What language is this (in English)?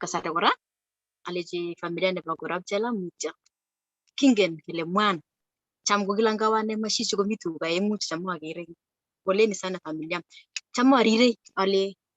Kalenjin